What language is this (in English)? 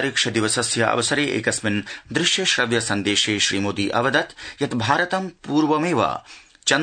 Sanskrit